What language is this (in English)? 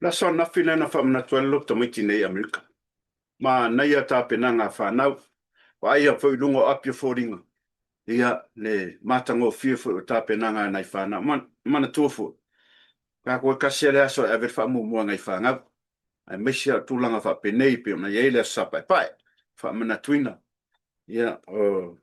Samoan